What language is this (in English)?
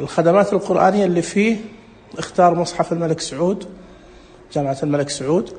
Najdi Arabic